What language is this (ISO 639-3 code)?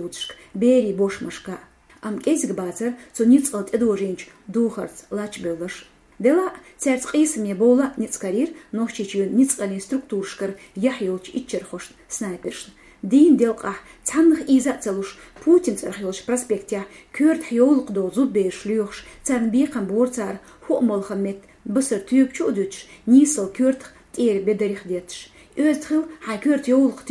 che